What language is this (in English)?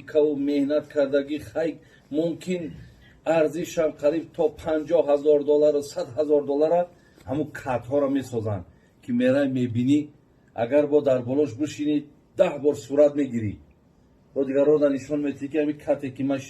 Tajik